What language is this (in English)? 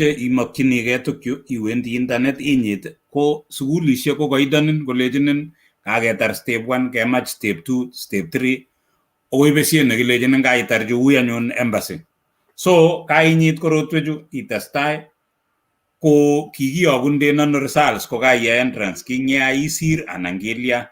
Kalenjin